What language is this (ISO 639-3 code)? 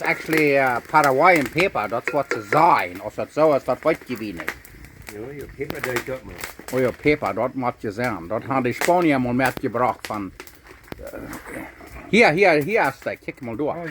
pdt